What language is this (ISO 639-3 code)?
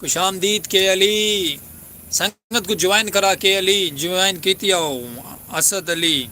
skr